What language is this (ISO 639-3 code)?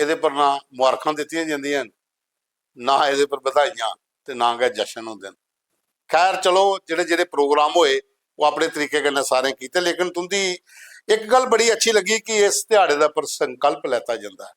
doi